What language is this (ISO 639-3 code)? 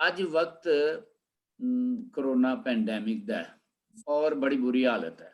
doi